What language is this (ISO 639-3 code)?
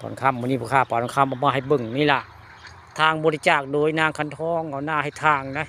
tts